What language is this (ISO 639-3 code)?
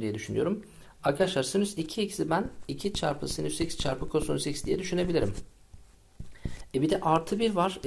tur